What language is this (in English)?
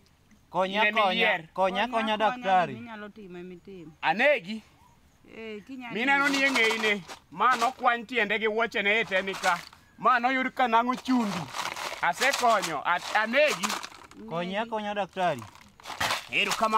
Luo (Kenya and Tanzania)